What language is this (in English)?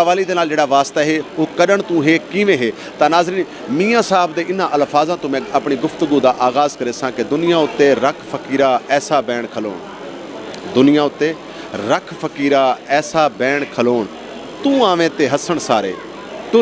Saraiki